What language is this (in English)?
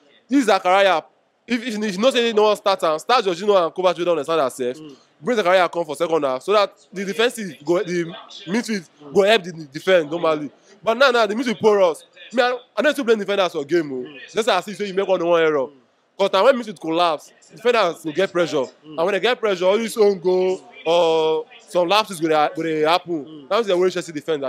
Nigerian Pidgin